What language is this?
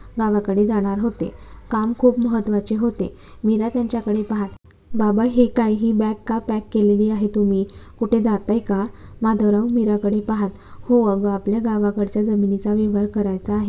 Marathi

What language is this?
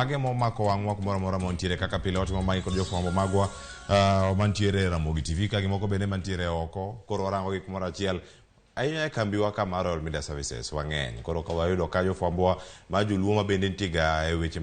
Luo (Kenya and Tanzania)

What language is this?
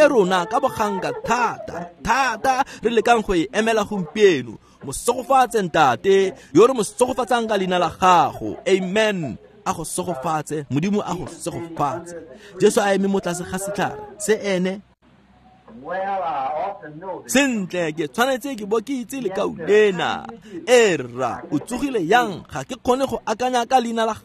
Tswana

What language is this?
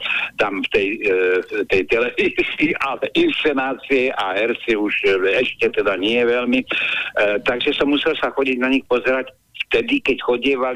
Slovak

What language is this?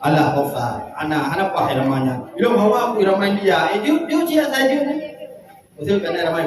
Achinese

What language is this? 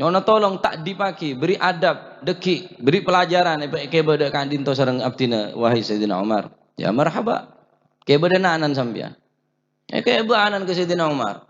Madurese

